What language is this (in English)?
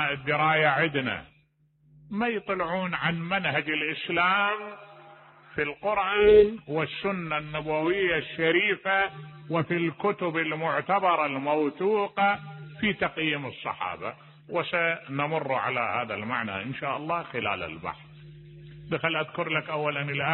Mesopotamian Arabic